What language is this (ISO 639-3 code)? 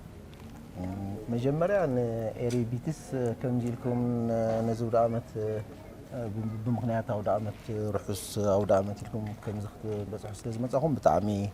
tir